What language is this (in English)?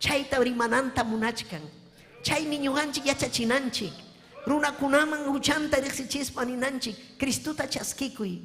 Ayacucho Quechua